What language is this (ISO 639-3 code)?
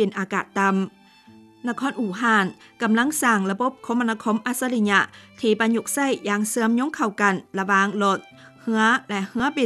lao